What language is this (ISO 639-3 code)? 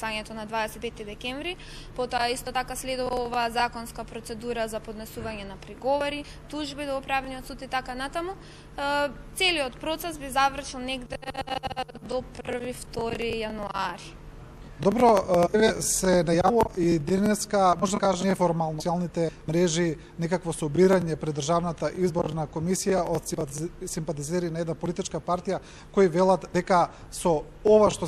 mkd